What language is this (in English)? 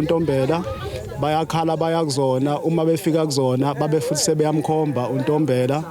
Zulu